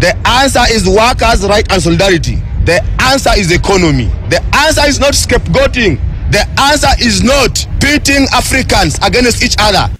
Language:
Kikuyu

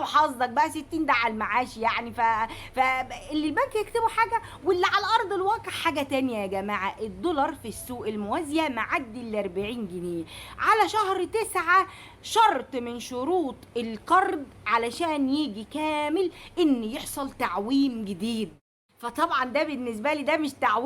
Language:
Egyptian Arabic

